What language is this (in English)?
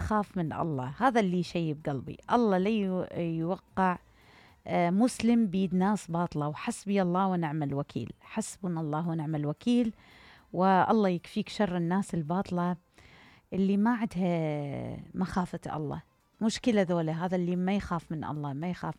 Mesopotamian Arabic